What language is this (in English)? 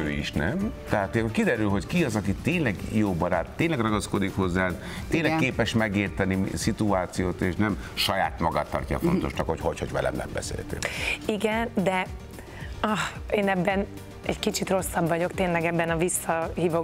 Hungarian